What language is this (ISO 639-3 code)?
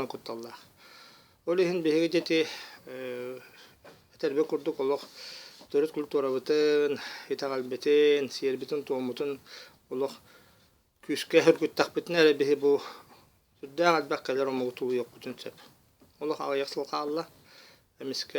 sah